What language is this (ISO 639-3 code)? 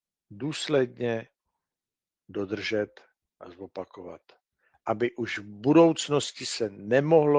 ces